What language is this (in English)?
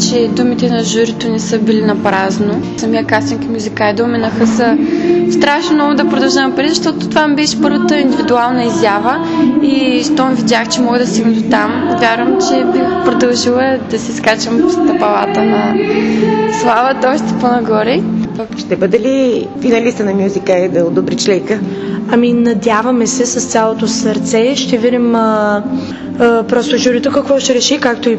Bulgarian